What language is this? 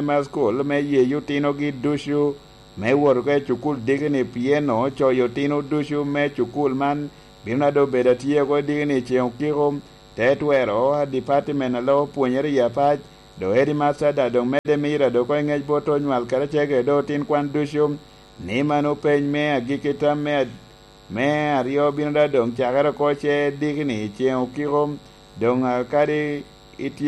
Lango (Uganda)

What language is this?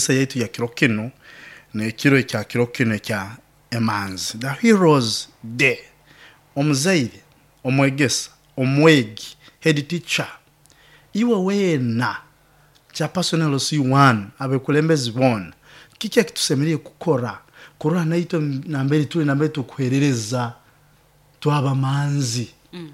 Nyoro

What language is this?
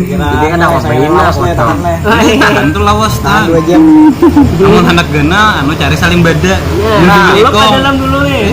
Banjar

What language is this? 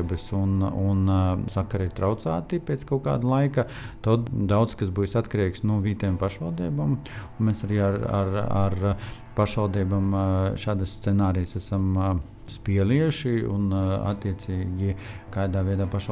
Latvian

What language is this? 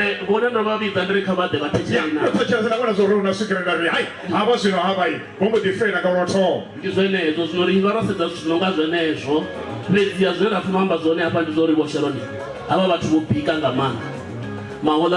Venda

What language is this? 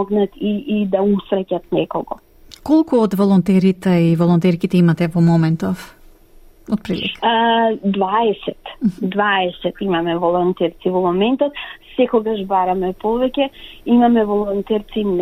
Macedonian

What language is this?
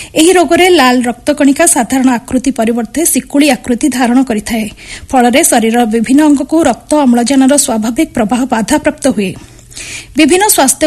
Odia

